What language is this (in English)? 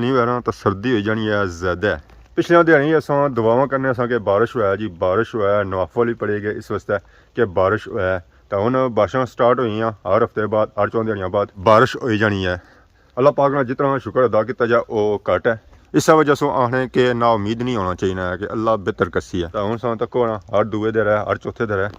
Pahari-Potwari